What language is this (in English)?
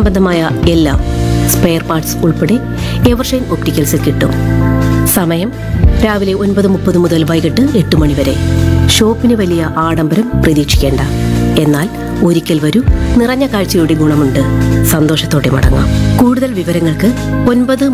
Malayalam